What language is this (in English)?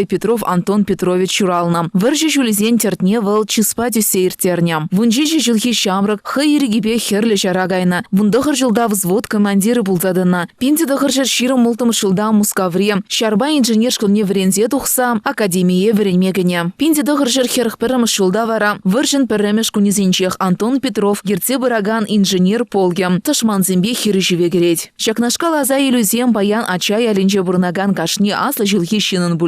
Chuvash